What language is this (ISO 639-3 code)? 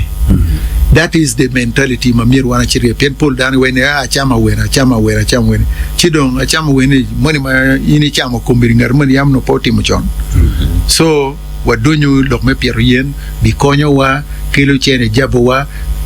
ach